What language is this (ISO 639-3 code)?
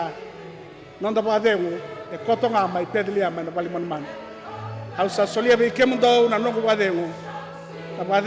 fij